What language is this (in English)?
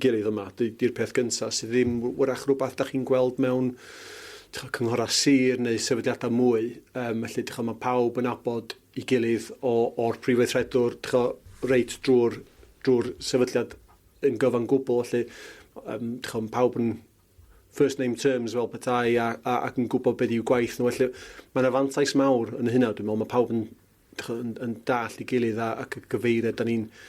Welsh